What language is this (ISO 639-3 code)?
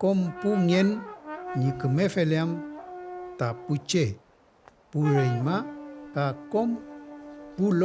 arn